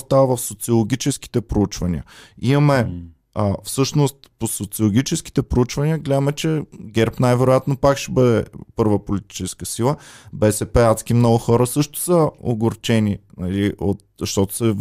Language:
Bulgarian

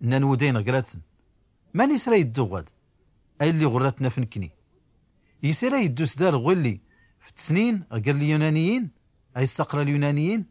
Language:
Tachelhit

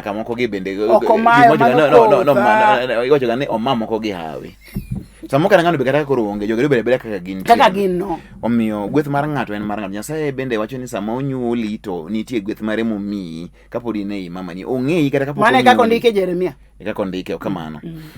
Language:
Luo (Kenya and Tanzania)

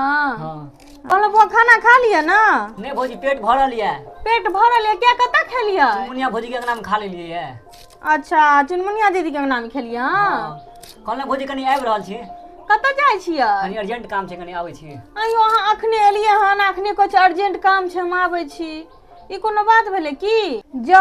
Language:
Maithili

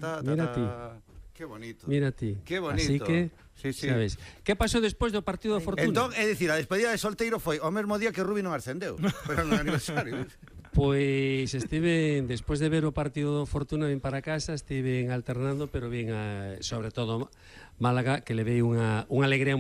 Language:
Galician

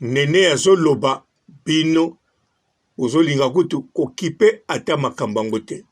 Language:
Lingala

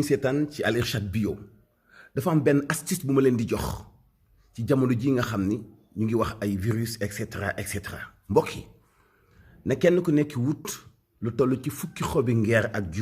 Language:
Wolof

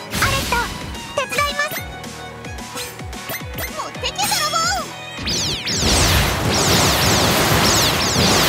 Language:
Japanese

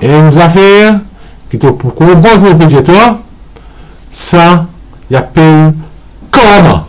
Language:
Morisyen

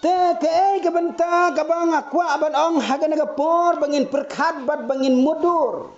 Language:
Khasi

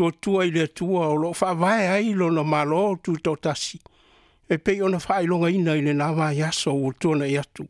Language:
Samoan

